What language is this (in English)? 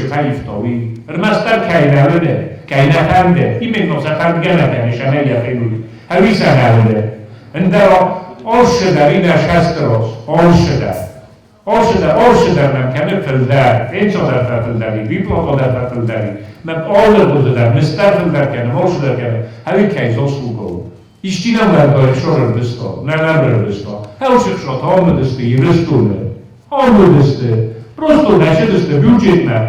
Ossetic